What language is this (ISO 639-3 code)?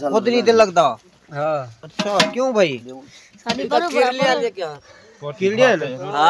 skr